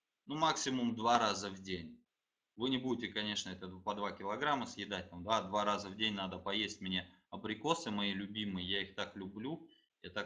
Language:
Russian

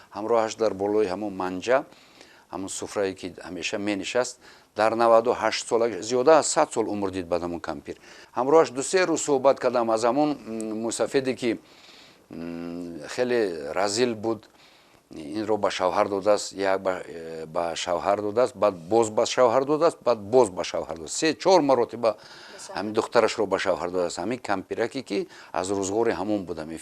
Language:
Tajik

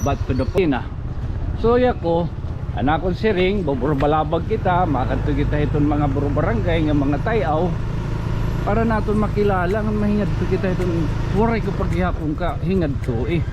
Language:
Waray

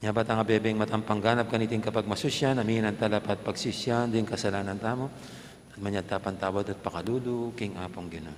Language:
Pampanga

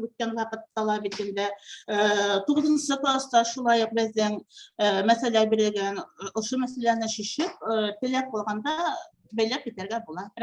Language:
Bashkir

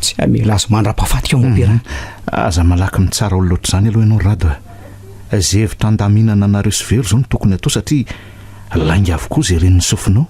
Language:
Malagasy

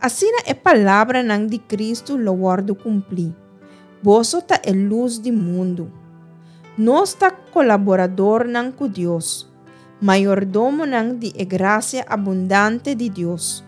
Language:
Papiamento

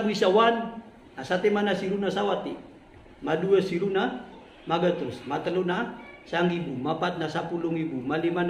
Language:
Maranao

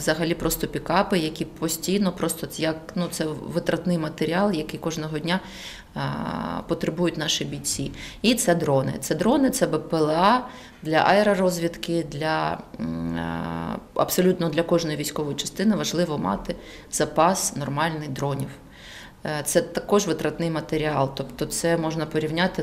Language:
Ukrainian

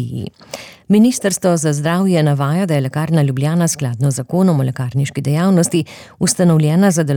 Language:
Slovenian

